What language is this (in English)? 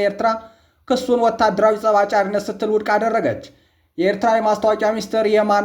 Amharic